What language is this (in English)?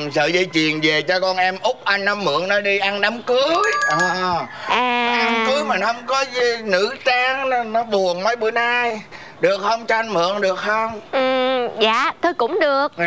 Vietnamese